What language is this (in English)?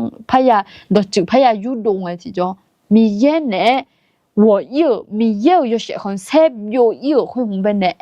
Akha